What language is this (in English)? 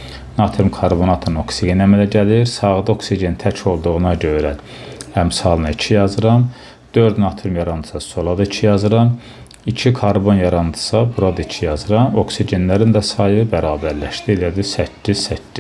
Azerbaijani